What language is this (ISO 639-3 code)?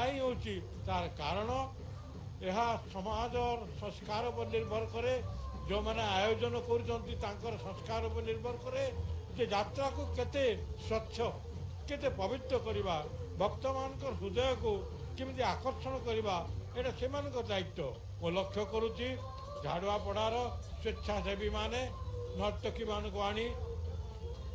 ori